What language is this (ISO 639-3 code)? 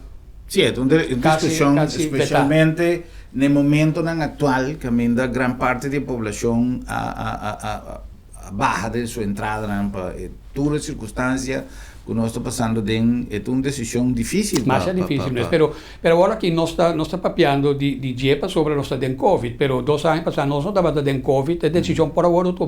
pap